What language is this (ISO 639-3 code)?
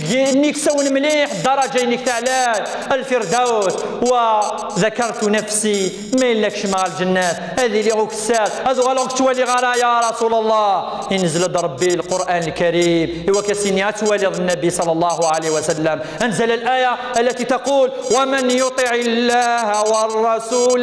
kab